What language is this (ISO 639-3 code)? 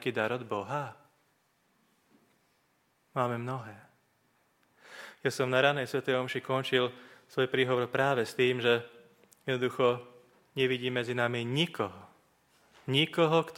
slk